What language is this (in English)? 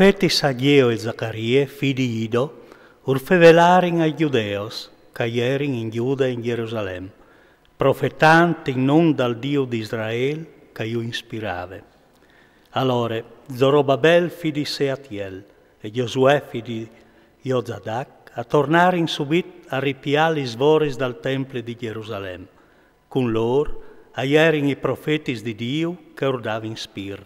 Friulian